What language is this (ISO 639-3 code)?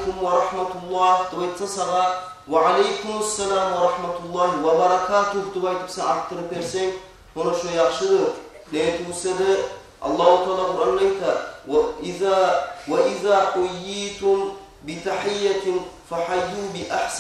kum